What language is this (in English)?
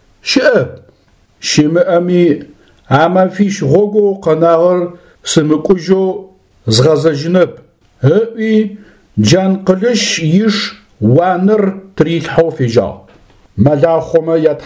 Adyghe